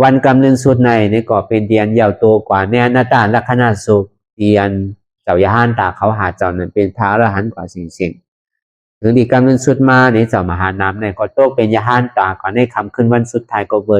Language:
Shan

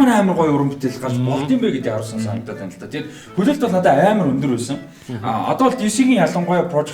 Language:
Mongolian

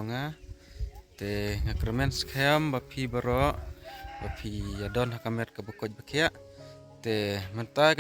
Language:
Khasi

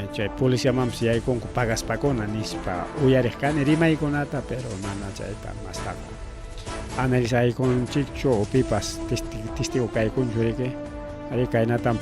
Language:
Ayacucho Quechua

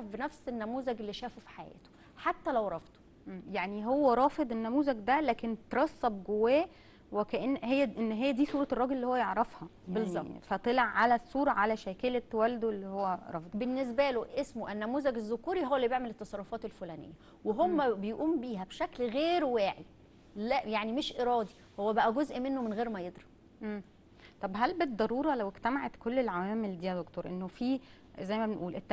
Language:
Egyptian Arabic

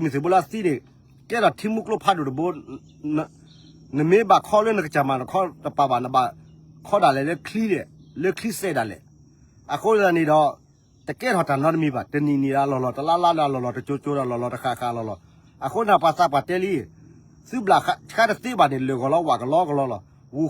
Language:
S'gaw Karen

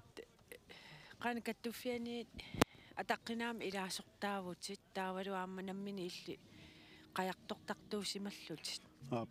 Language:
Kalaallisut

